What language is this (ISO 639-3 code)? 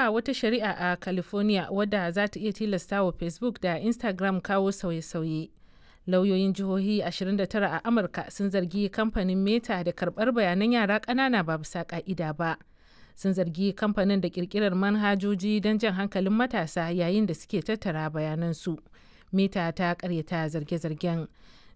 hau